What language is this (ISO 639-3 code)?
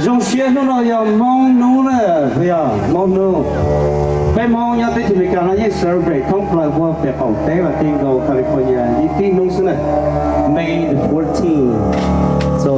hmn